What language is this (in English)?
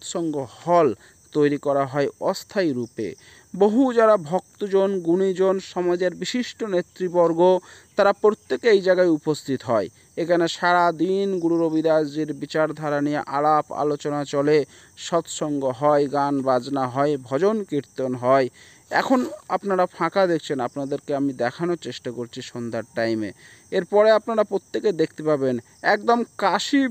Bangla